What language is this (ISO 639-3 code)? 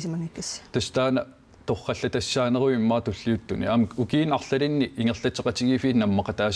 kal